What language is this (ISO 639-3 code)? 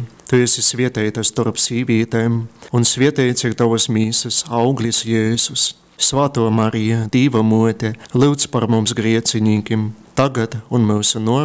ltg